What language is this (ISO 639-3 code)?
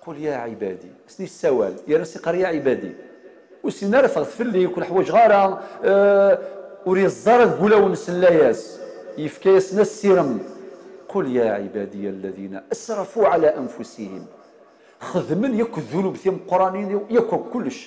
kab